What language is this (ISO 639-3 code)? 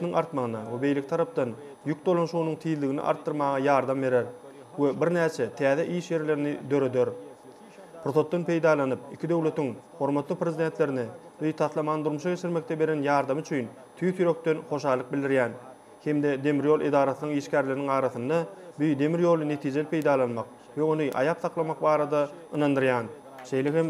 tuk